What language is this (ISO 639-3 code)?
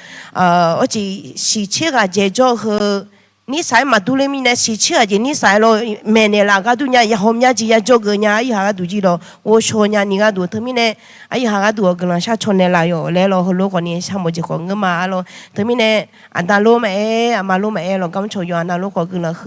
ahk